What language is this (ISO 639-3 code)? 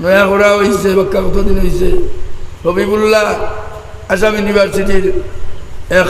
syl